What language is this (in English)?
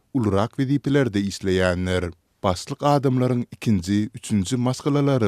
Turkmen